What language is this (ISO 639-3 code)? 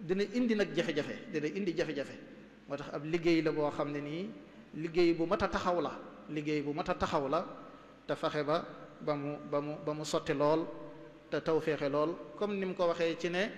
wol